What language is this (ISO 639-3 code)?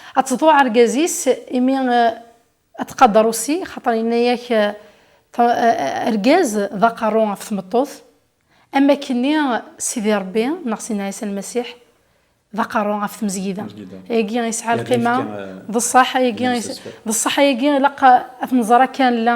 kab